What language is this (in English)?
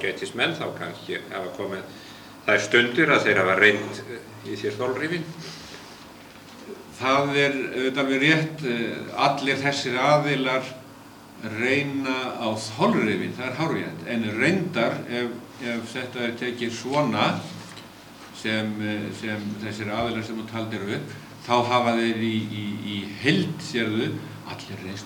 Icelandic